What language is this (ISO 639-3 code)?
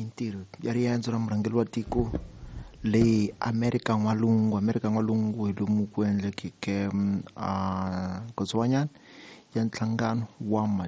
tso